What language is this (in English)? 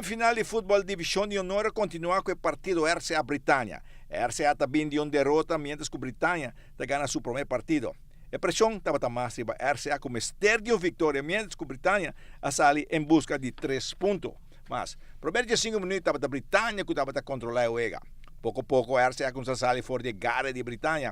Papiamento